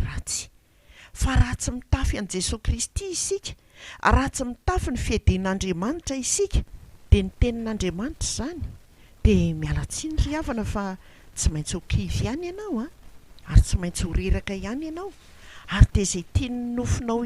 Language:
Malagasy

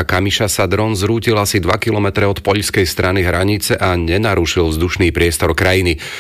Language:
Slovak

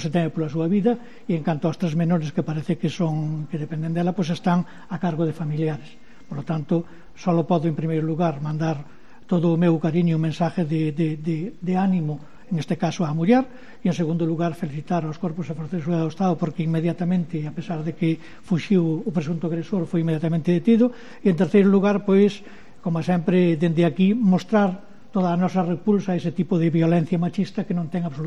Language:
Galician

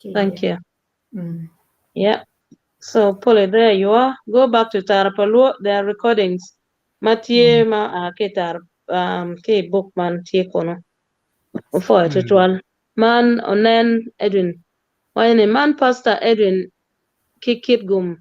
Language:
Acoli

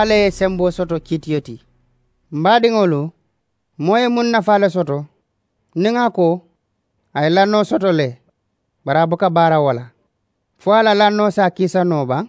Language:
Mandingo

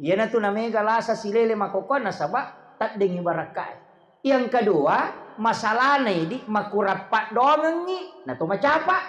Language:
Buginese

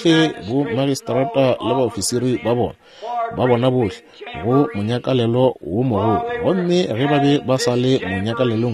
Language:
Northern Sotho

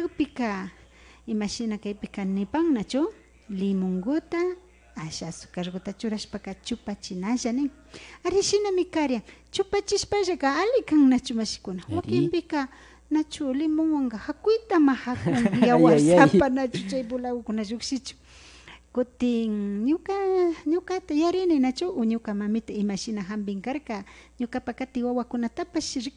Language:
Imbabura Highland Quichua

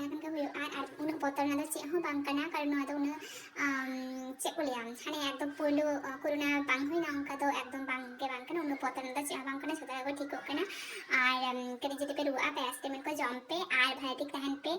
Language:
Santali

